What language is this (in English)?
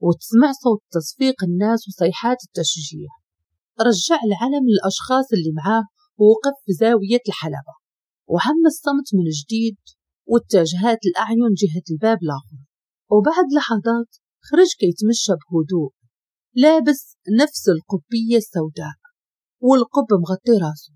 Moroccan Arabic